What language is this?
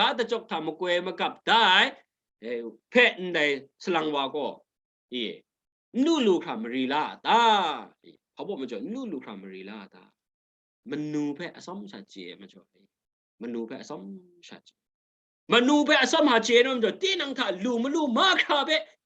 Kachin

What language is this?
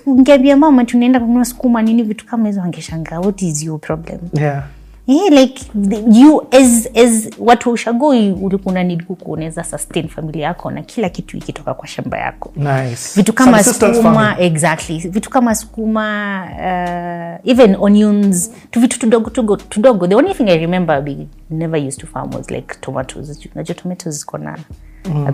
Swahili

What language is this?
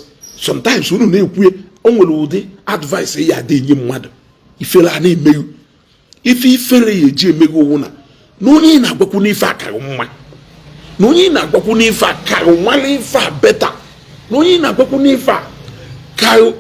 Igbo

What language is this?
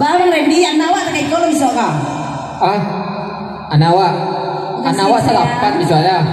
Minangkabau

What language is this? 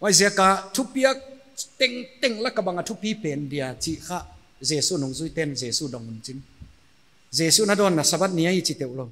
Paite Chin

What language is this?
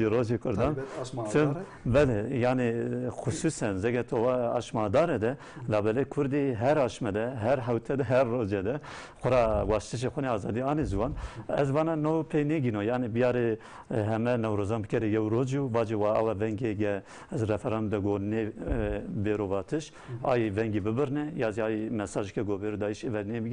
Zaza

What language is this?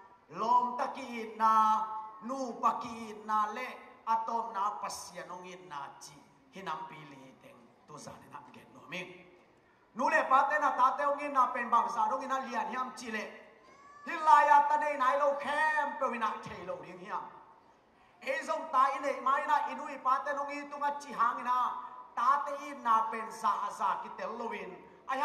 Tedim Chin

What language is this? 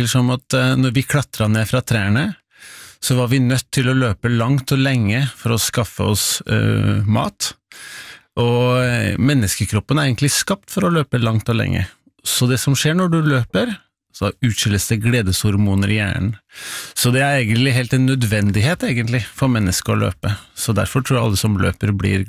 Norwegian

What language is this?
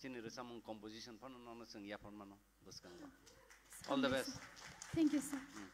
Kok Borok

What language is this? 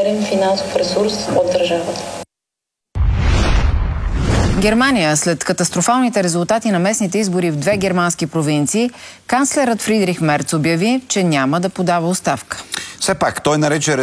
Bulgarian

